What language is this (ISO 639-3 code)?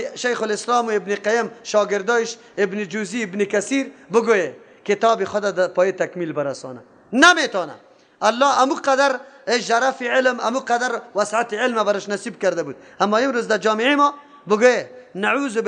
fas